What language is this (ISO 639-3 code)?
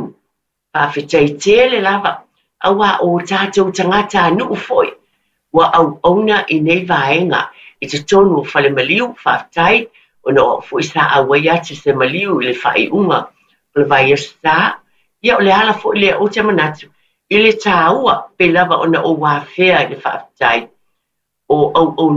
smo